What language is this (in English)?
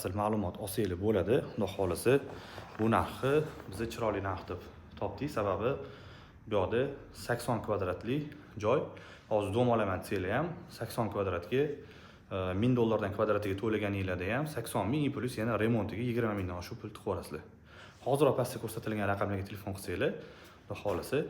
Uzbek